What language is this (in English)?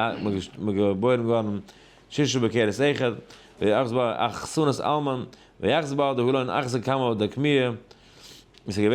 Yiddish